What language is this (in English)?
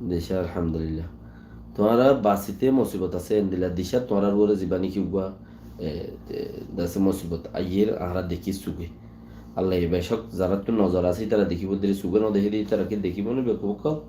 Rohingya